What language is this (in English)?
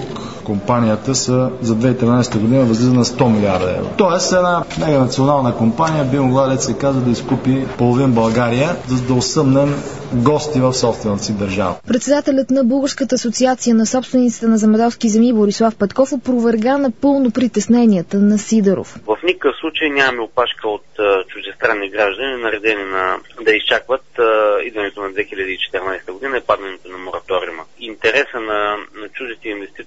Bulgarian